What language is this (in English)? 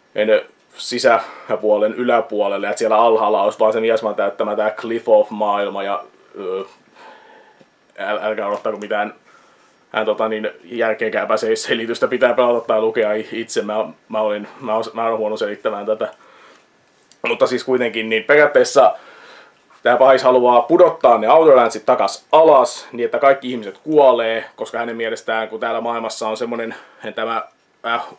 Finnish